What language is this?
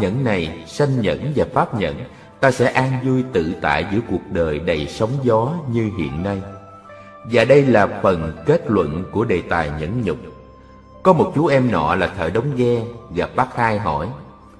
Vietnamese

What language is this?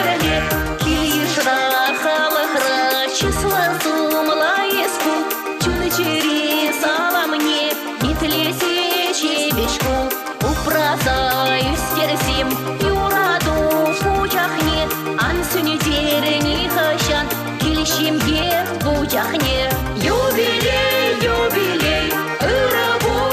Chuvash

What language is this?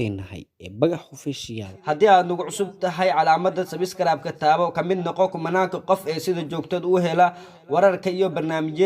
Somali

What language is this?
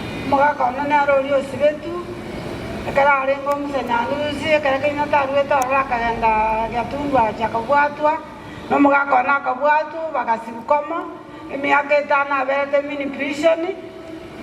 Gusii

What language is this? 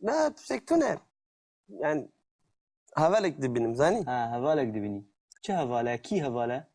Kurdish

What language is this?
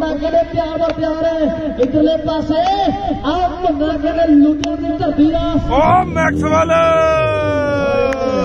Punjabi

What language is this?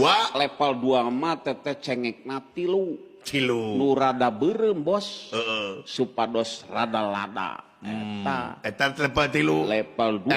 Sundanese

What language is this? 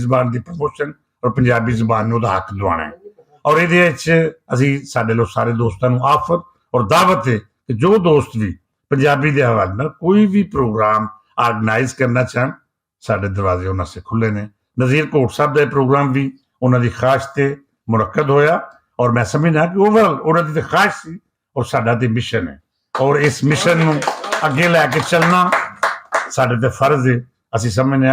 Western Panjabi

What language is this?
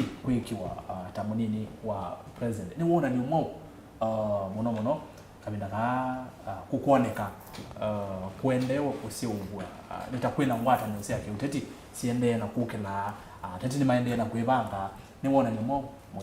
Kamba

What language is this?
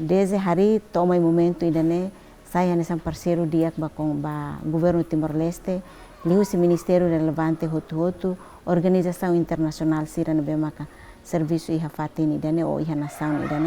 Tetum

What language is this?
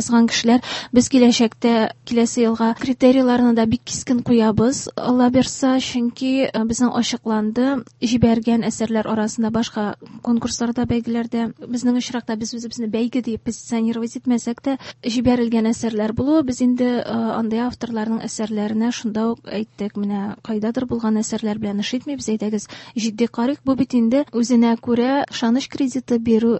Tatar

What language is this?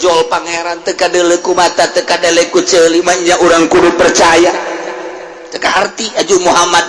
Sundanese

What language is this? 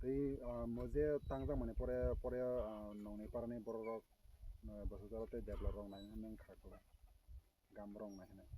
Kok Borok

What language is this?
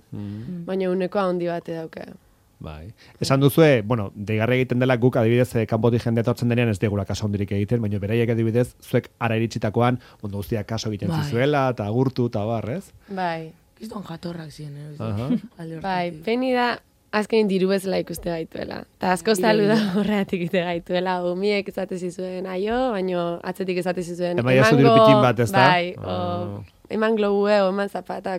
Basque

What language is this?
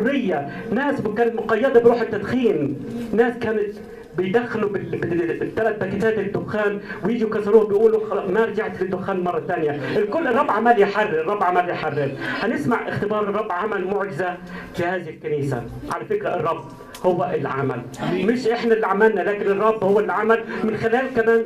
Egyptian Arabic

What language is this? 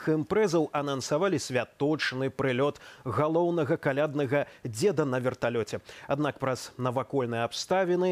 Belarusian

